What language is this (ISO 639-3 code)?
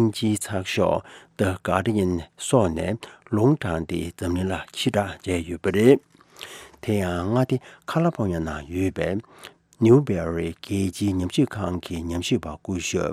bod